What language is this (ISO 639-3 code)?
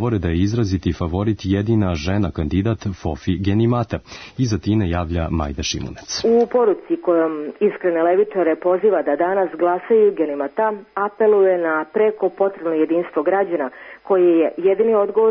srp